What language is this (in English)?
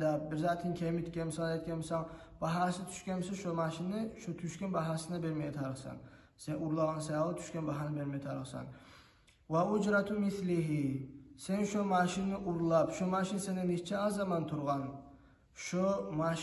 Kumyk